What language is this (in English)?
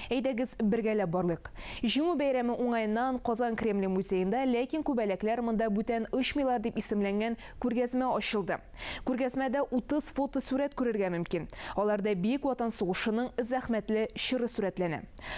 Tatar